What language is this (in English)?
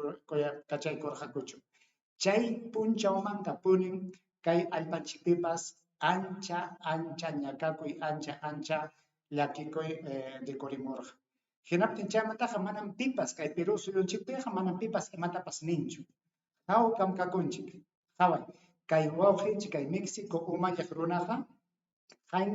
Ayacucho Quechua